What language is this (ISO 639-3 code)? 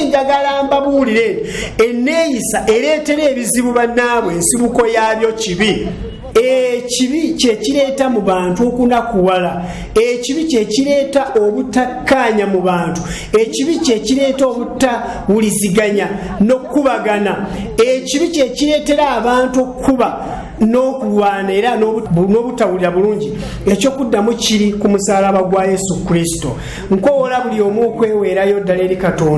lug